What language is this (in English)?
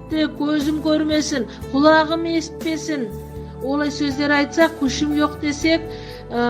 Nogai